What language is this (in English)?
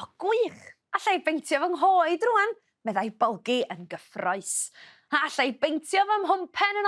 Welsh